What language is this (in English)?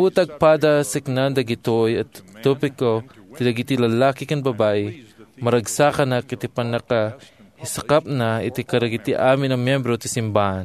Iloko